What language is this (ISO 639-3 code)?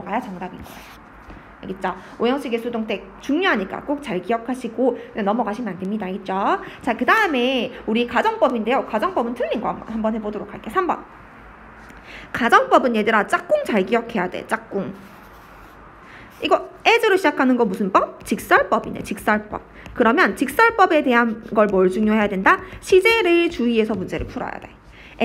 kor